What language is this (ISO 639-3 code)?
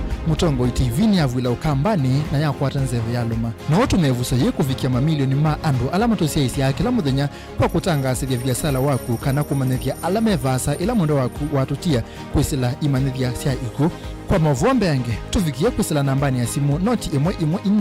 kam